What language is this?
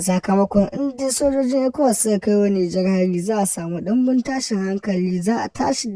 Hausa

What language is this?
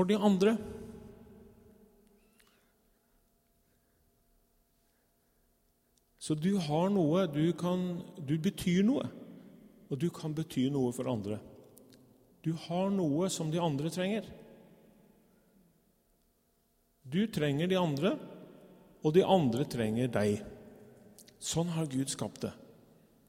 Norwegian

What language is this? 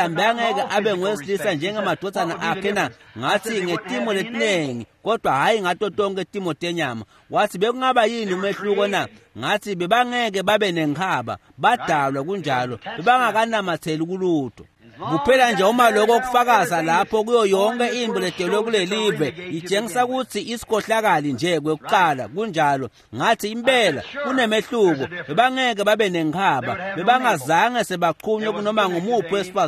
Swati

